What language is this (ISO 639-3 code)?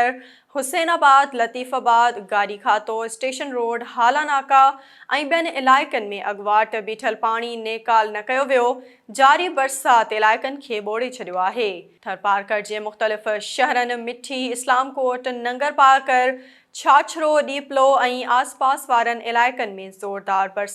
snd